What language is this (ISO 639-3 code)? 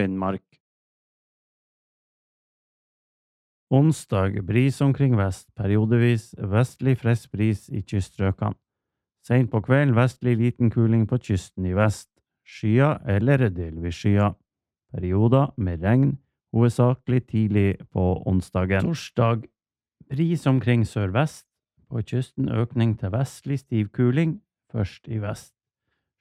nor